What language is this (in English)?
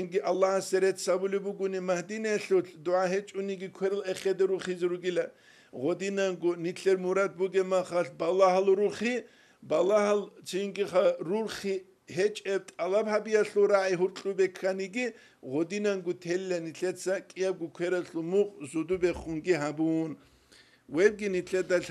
Avaric